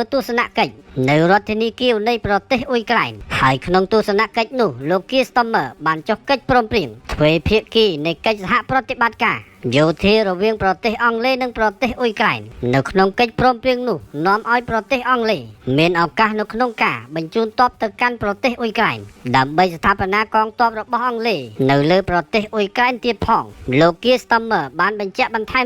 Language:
Khmer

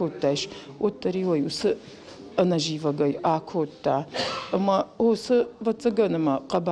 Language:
Ossetic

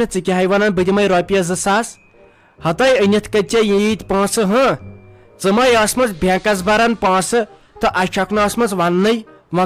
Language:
Kashmiri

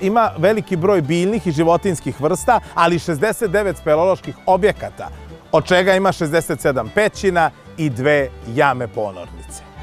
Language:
Serbian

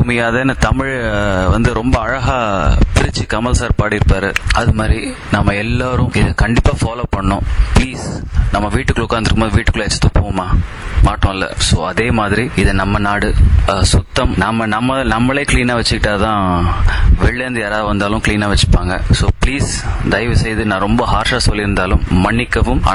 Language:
Tamil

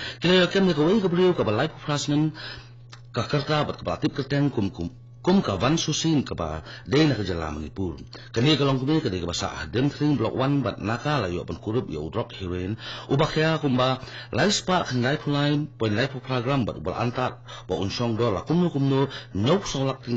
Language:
Khasi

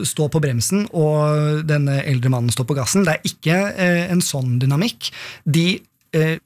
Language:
Norwegian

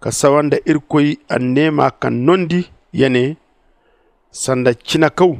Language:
Zarma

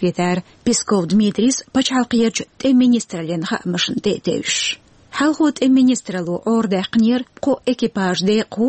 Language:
Chechen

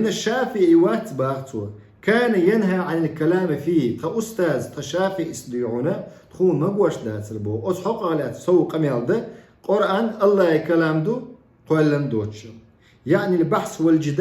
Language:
Chechen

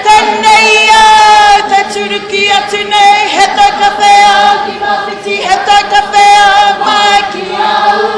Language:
Māori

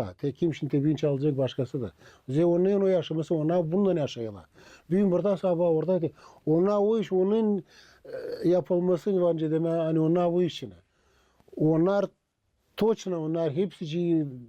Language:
Gagauz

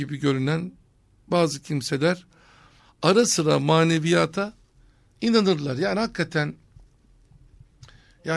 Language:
Turkish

